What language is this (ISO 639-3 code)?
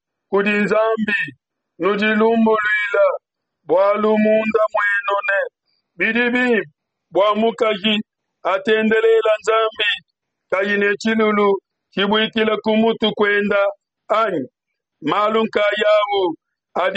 lua